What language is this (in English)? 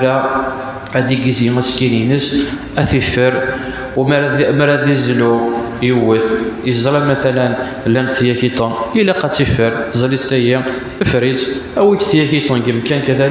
Kabyle